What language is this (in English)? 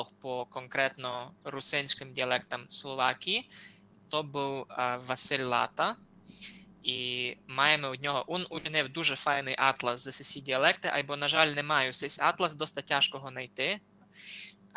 Rusyn